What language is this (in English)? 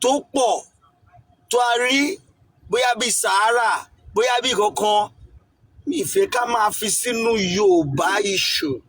Yoruba